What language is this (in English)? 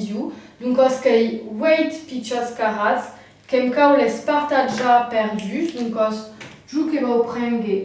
Occitan